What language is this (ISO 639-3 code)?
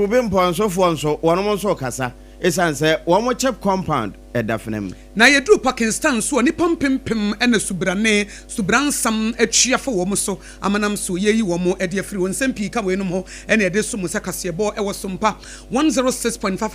aka